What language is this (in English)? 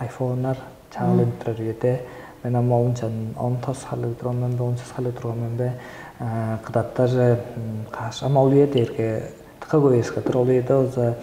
Tuvinian